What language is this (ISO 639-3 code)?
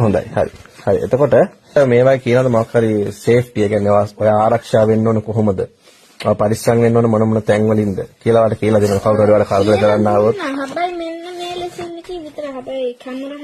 sin